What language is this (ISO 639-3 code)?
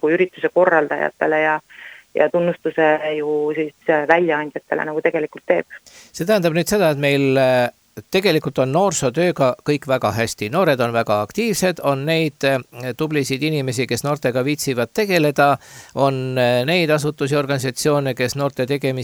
est